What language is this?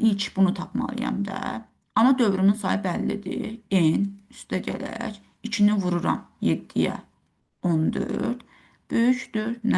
Azerbaijani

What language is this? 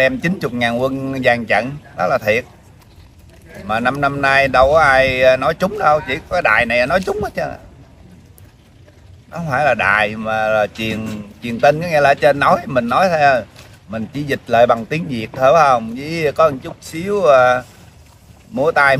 Vietnamese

